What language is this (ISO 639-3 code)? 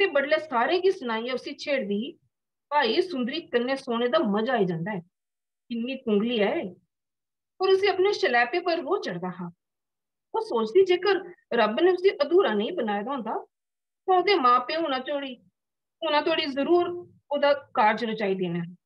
doi